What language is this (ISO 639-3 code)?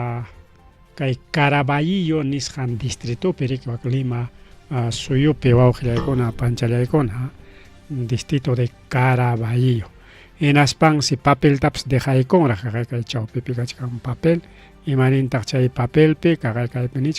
quy